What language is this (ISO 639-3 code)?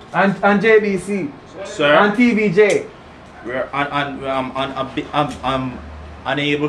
jam